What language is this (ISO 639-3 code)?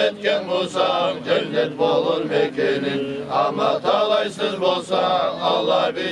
kum